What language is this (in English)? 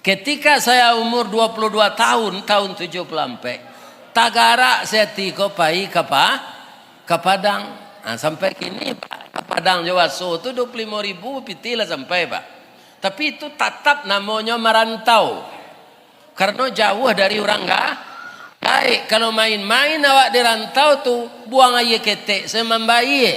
Minangkabau